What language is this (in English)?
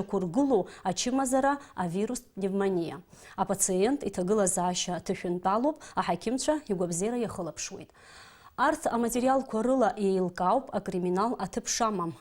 Abkhazian